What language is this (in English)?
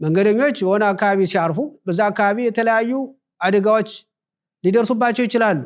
Amharic